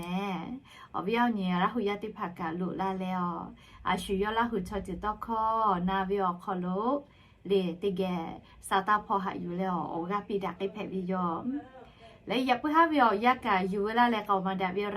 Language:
Lahu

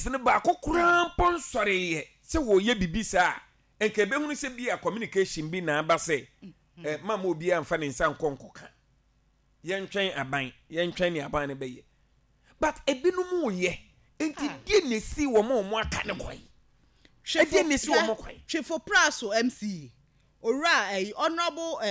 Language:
Akan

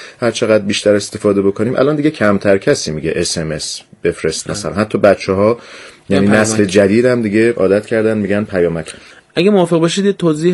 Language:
Persian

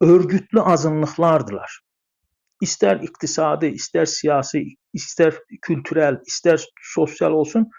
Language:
South Azerbaijani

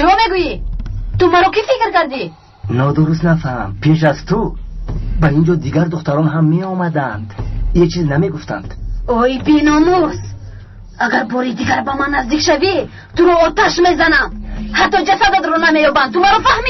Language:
Tajik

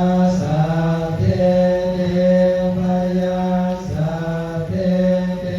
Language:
Pali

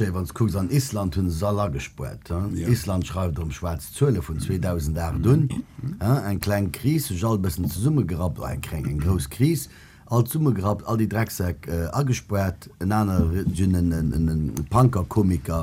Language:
Luxembourgish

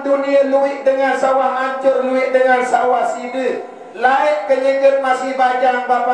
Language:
Sasak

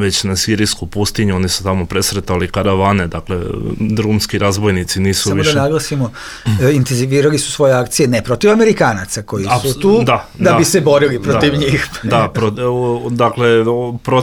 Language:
Bosnian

